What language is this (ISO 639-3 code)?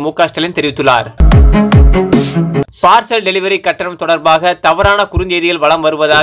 tam